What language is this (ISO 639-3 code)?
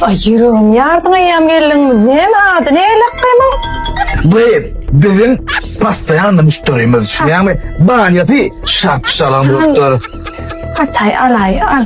tuk